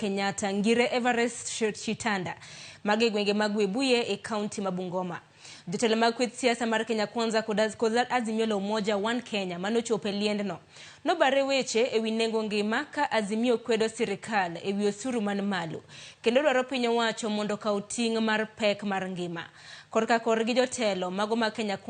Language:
Luo (Kenya and Tanzania)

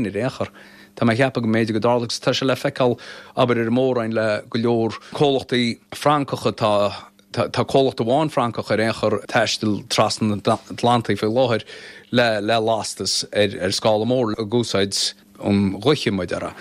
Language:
Irish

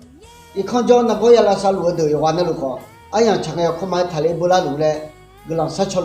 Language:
Akha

